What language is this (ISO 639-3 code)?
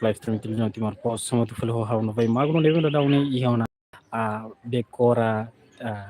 tet